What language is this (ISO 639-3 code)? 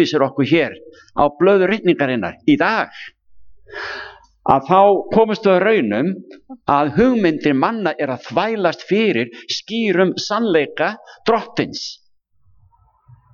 isl